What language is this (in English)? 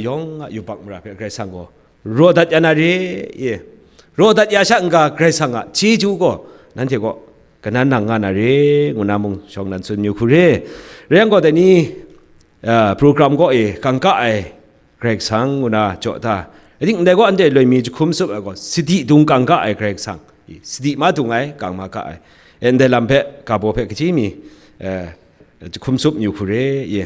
Kachin